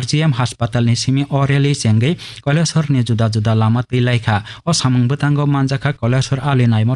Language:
Kok Borok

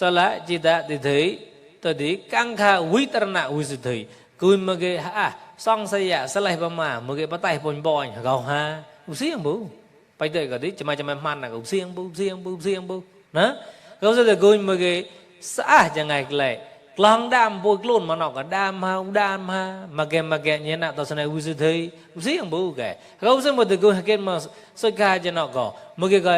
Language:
Mon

